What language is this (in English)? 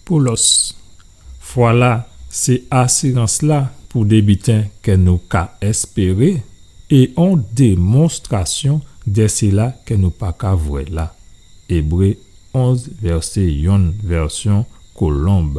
Guadeloupean Creole French